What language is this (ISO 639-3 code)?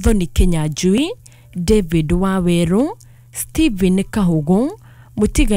kik